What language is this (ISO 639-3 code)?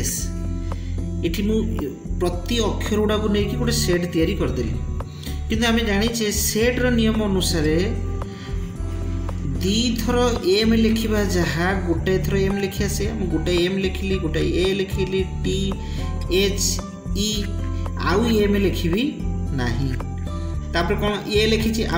ori